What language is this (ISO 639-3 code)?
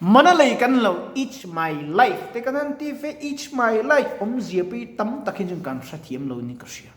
lus